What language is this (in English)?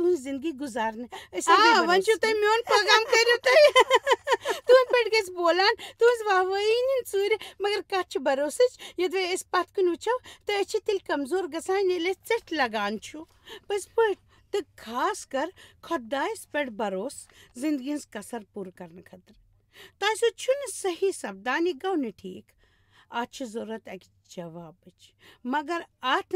Kashmiri